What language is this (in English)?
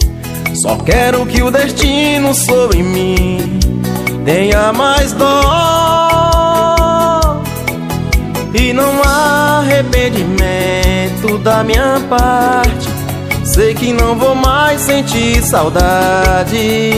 Portuguese